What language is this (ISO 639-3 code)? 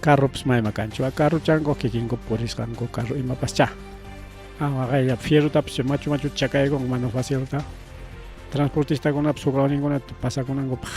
quy